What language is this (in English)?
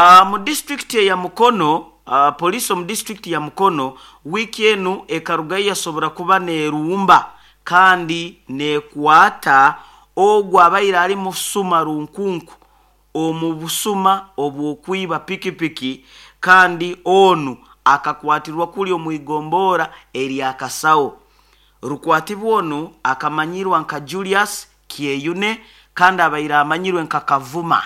Nyoro